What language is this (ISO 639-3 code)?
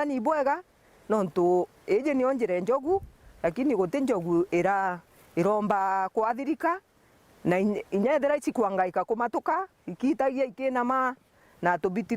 mer